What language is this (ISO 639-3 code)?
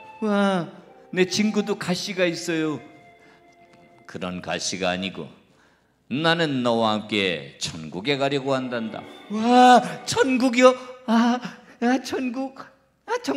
kor